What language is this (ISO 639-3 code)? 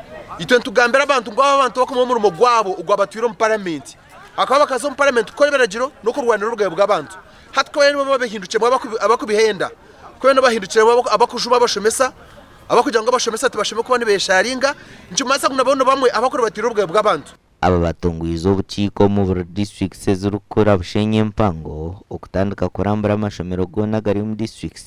nyn